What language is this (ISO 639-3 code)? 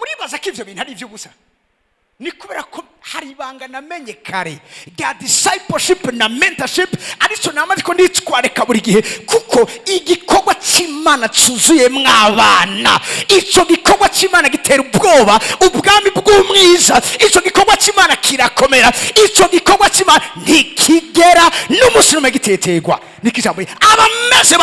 run